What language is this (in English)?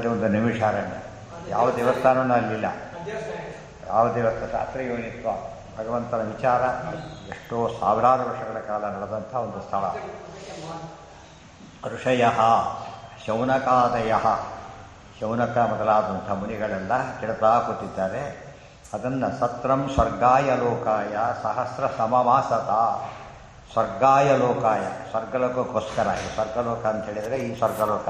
Kannada